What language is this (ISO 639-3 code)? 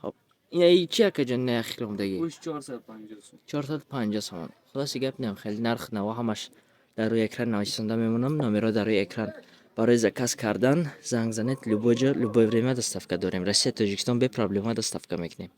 tgk